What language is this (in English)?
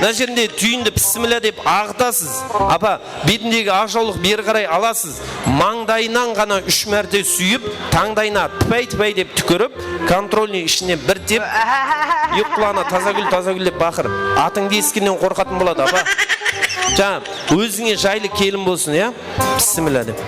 Kara-Kalpak